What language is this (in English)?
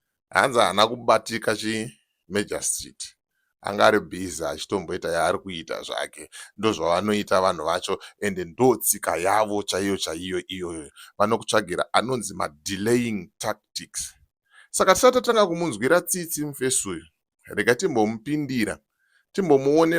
Shona